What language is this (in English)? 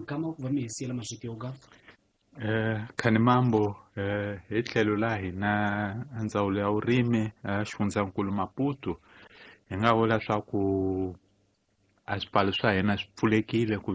Tsonga